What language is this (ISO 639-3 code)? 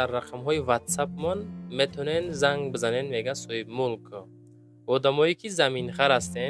tgk